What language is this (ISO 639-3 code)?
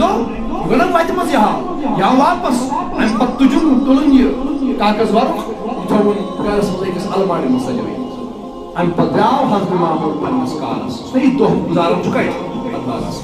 kas